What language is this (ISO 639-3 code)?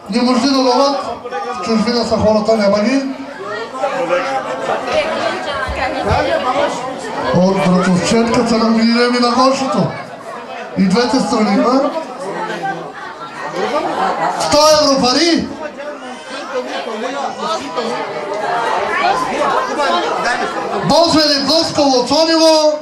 bul